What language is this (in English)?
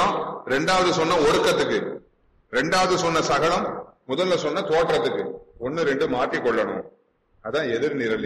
Tamil